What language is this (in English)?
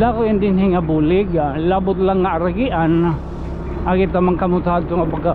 Waray